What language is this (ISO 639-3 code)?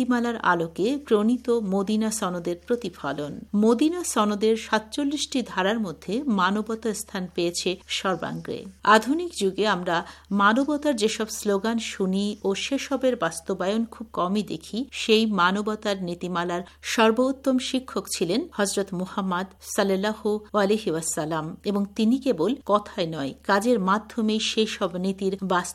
ben